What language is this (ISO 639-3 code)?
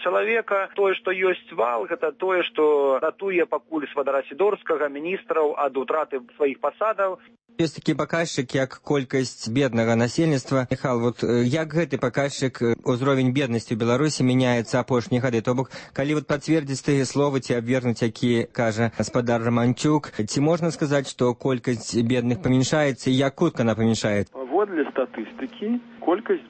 bel